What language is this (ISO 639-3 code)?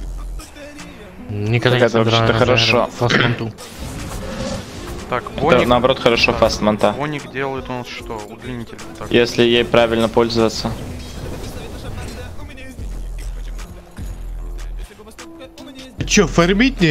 rus